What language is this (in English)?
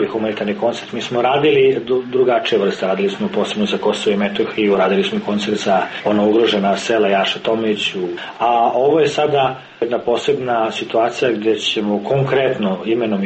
Serbian